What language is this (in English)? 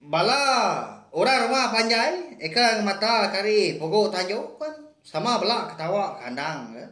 Iban